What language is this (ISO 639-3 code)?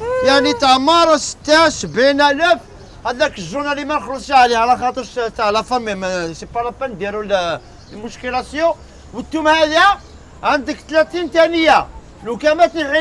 arq